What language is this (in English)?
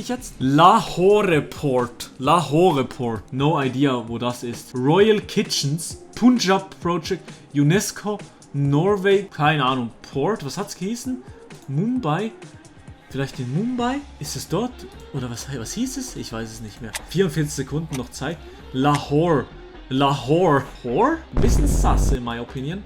Swiss German